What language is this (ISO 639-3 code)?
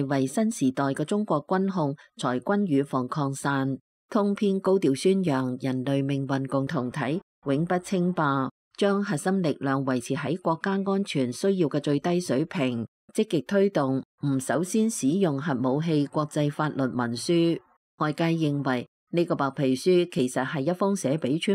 yue